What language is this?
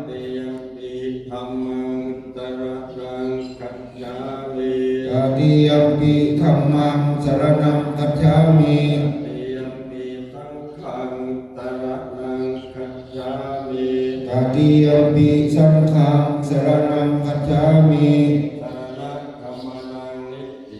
Pali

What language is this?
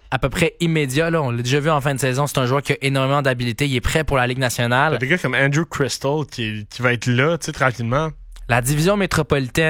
French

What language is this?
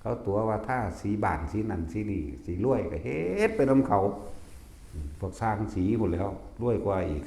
Northeastern Thai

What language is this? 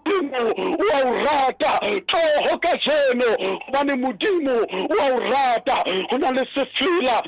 Southern Sotho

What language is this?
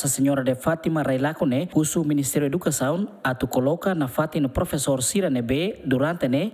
Tetum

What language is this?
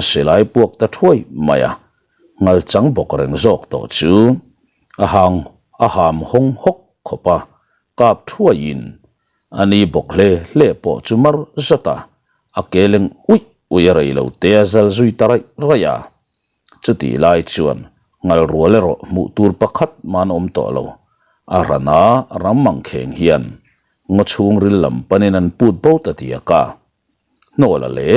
Mizo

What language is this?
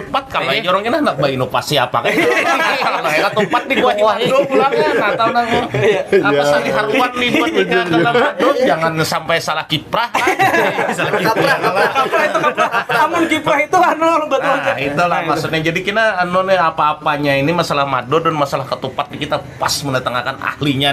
Banjar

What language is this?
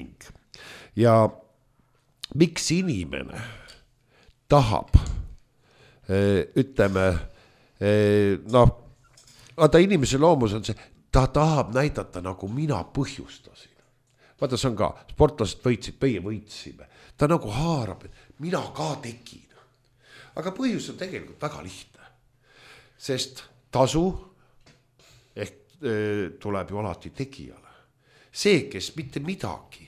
Estonian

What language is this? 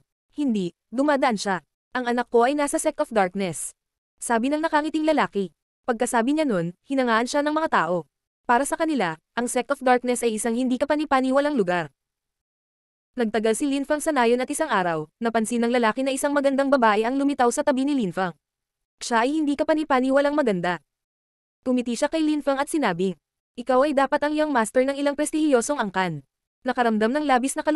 Filipino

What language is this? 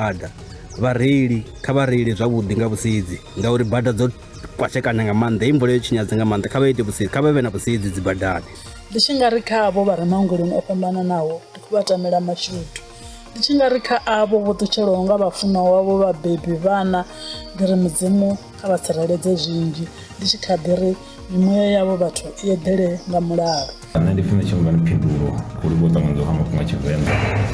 Venda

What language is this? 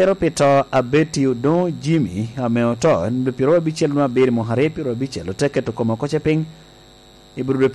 Lango (Uganda)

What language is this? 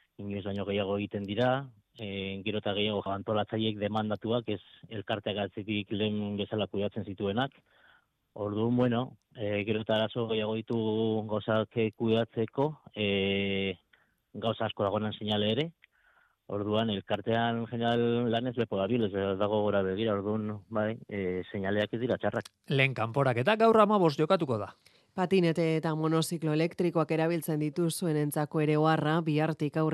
Basque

